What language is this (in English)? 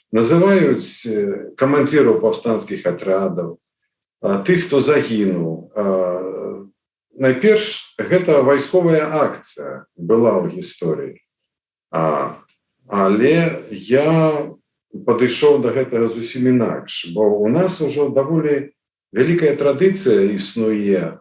Belarusian